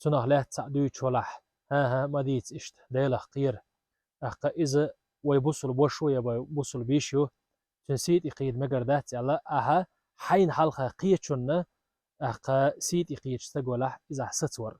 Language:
Chechen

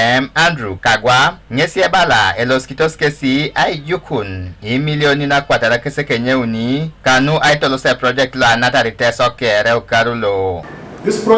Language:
Teso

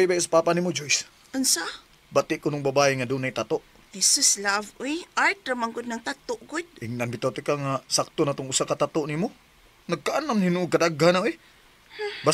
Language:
Cebuano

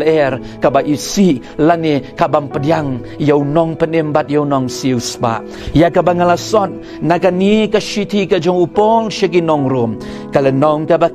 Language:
Khasi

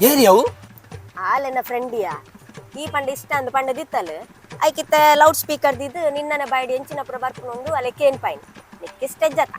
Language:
Tulu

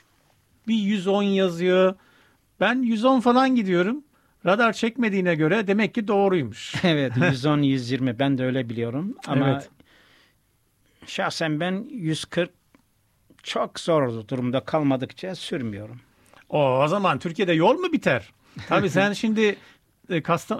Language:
Turkish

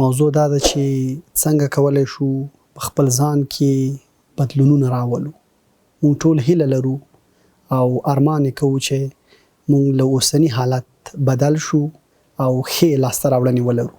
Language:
Pashto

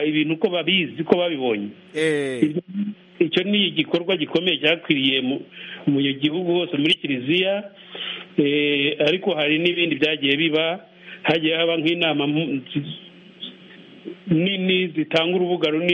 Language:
Kinyarwanda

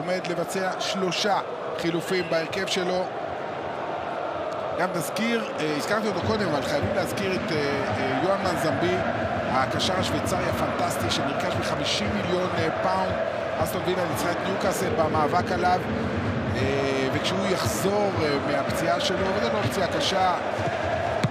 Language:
Hebrew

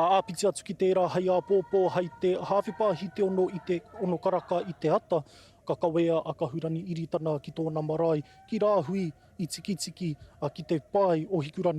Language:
Māori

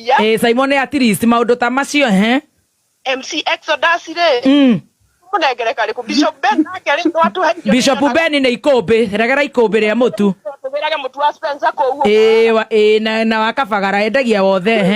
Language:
Kikuyu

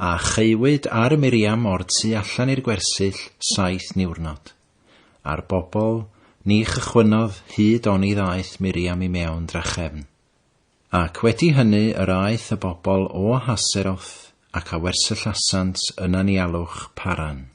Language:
Welsh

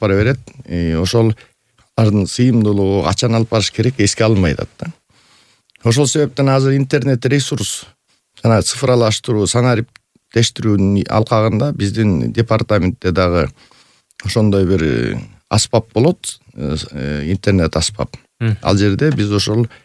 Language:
Kyrgyz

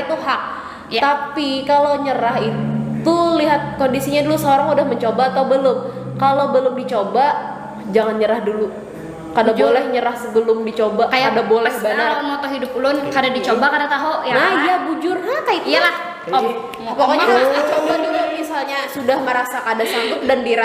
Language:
Banjar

